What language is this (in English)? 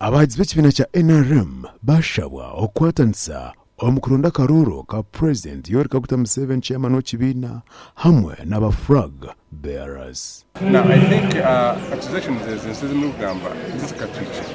Nyankole